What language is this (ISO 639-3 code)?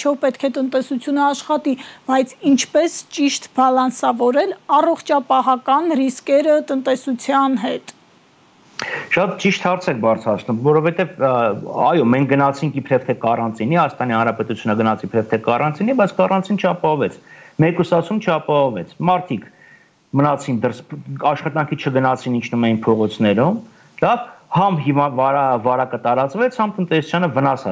hye